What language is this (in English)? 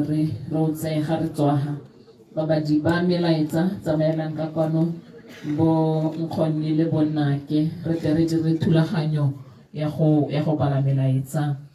Tswana